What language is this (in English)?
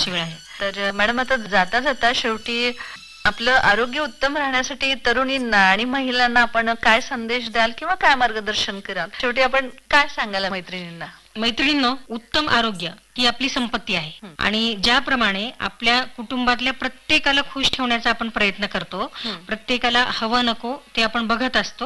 Marathi